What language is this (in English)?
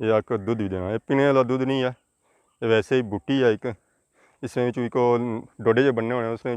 Pahari-Potwari